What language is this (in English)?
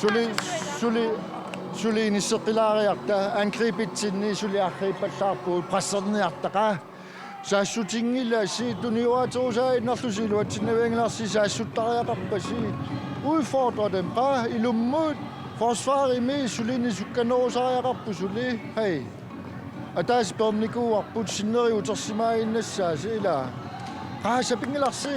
Kalaallisut